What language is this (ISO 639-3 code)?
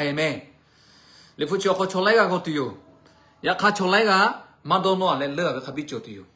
lhu